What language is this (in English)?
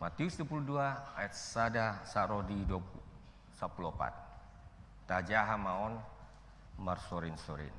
Batak Toba